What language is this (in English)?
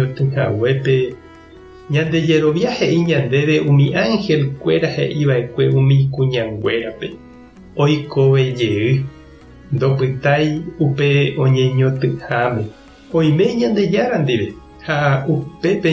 Guarani